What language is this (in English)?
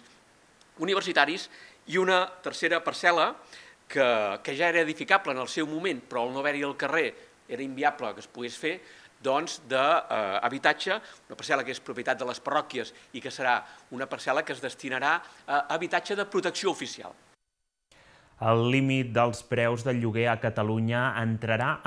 Catalan